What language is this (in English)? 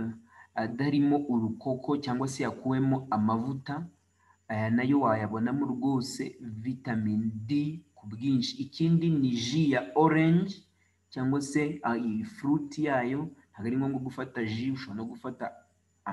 Kinyarwanda